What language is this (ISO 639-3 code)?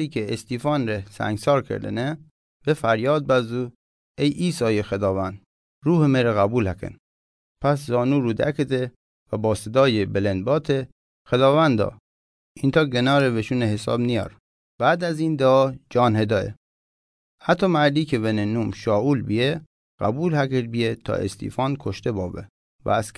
mzn